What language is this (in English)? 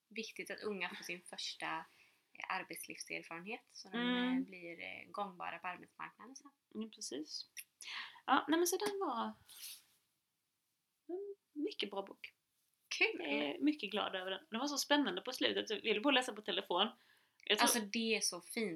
Swedish